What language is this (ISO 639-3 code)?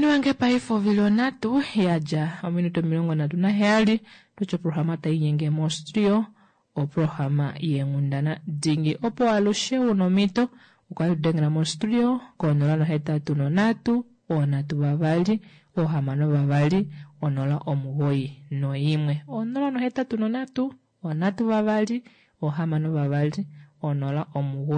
kua